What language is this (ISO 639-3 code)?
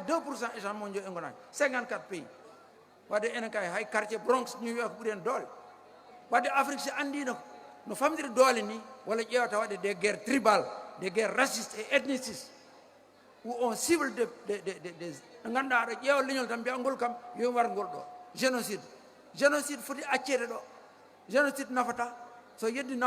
ful